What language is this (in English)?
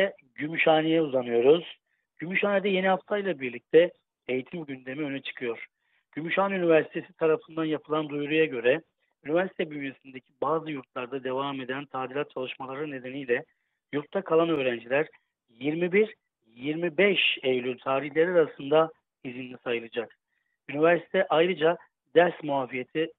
Turkish